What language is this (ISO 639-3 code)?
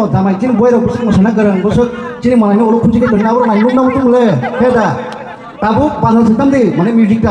trp